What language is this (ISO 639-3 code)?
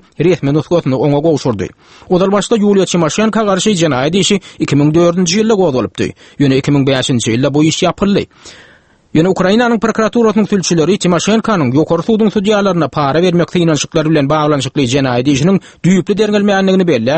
tuk